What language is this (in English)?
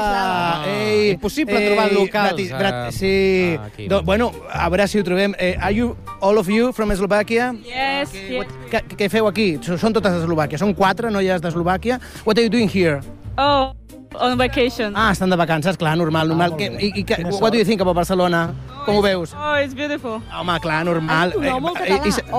Catalan